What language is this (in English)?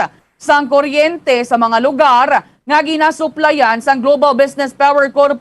Hiligaynon